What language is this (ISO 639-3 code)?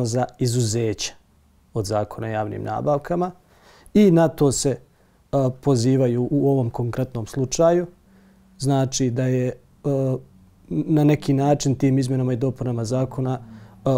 bos